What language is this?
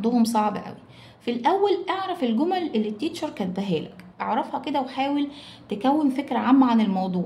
Egyptian Arabic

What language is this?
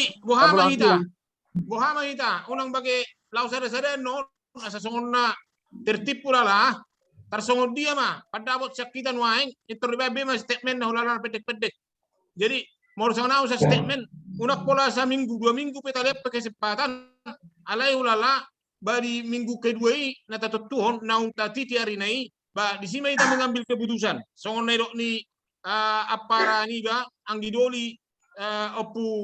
Batak Toba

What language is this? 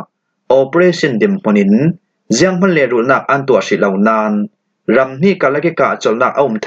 Falam Chin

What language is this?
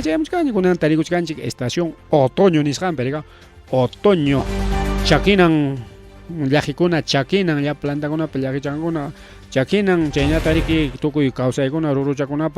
Ayacucho Quechua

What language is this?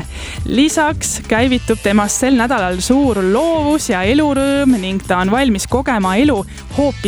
Estonian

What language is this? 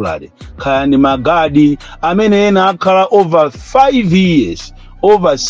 Nyanja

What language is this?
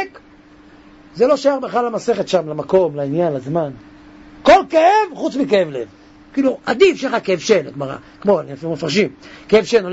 Hebrew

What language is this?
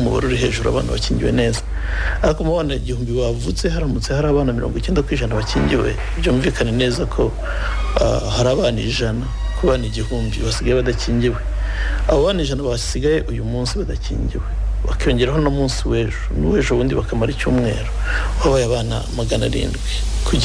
Kinyarwanda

